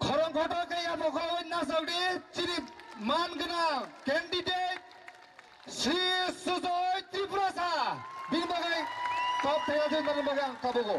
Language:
Kok Borok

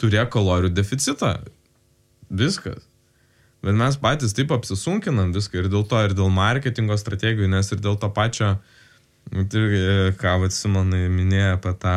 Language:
Lithuanian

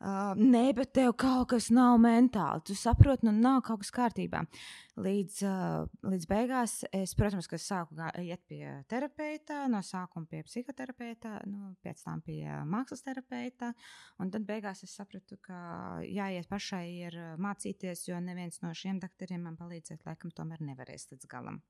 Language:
Latvian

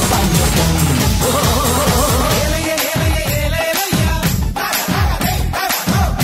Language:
Malayalam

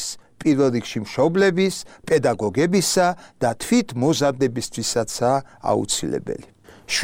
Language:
Georgian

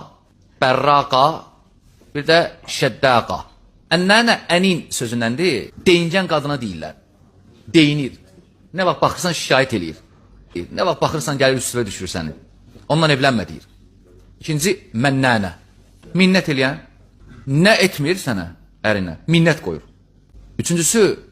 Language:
Azerbaijani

